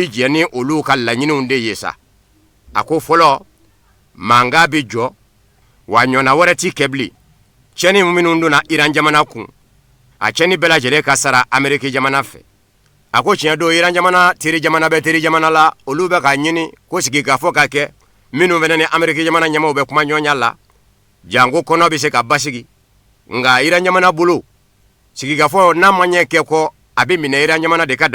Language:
Bambara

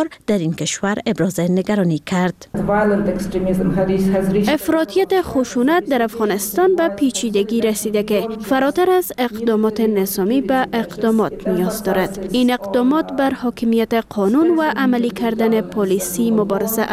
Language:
Persian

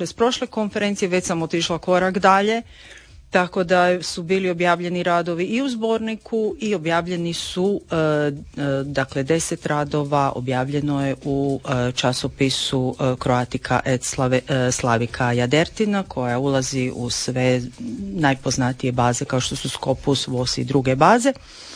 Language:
Croatian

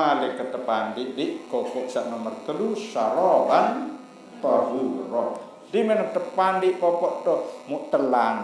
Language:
Sasak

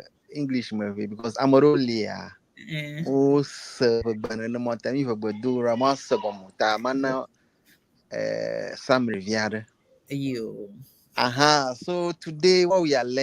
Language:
Ewe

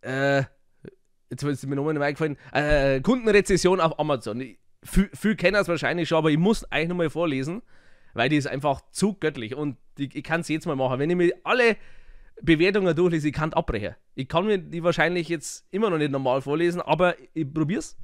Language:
Bavarian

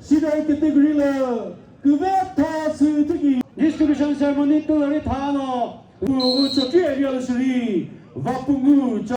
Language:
Chokri Naga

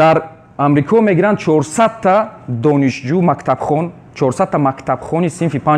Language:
Tajik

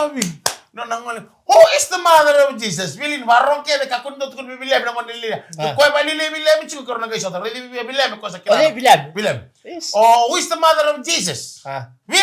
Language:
Fijian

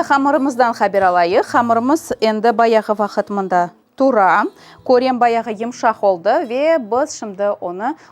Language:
Crimean Tatar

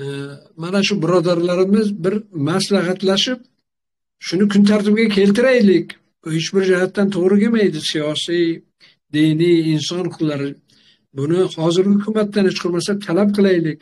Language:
Uzbek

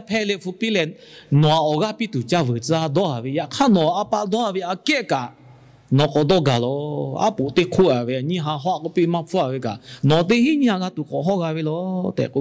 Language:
Lahu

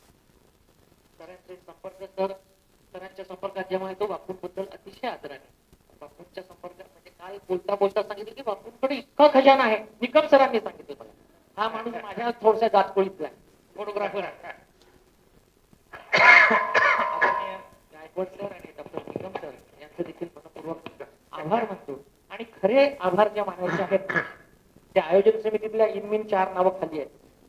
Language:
Marathi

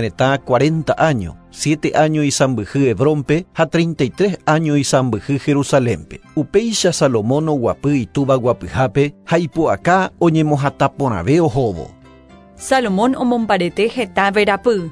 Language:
Guarani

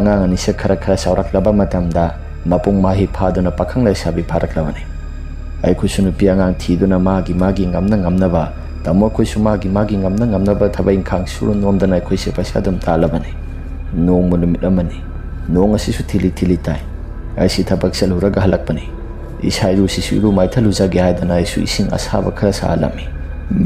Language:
Manipuri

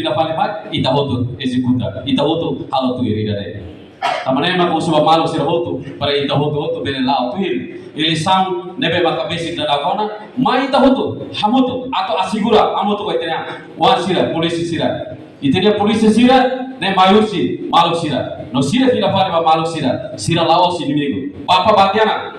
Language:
Tetum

